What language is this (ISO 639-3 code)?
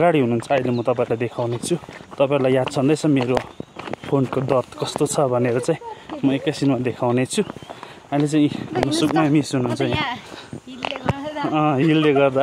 nep